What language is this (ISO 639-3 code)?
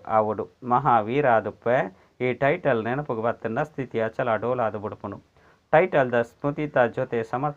tcy